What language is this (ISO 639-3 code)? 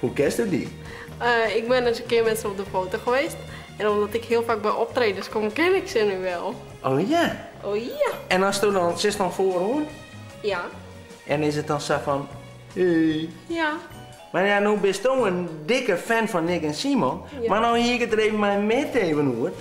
fry